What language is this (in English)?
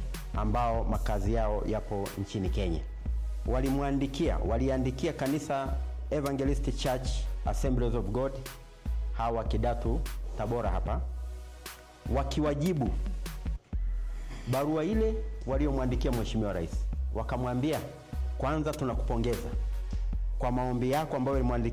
Swahili